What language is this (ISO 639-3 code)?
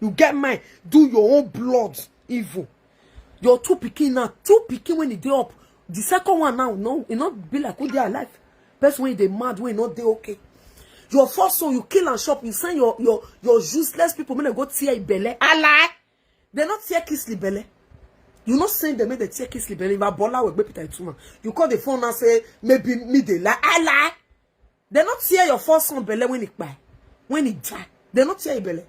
pcm